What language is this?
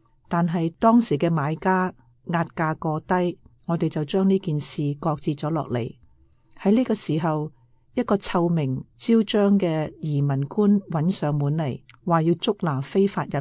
Cantonese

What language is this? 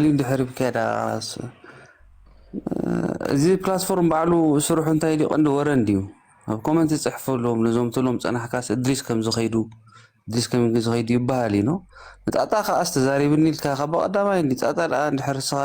Tigrinya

